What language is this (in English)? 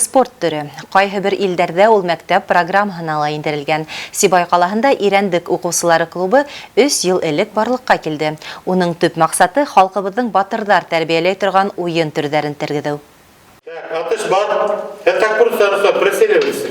Bashkir